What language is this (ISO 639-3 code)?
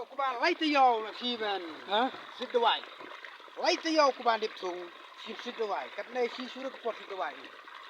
kha